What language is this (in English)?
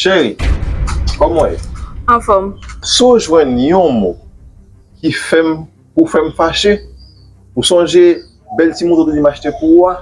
Haitian Creole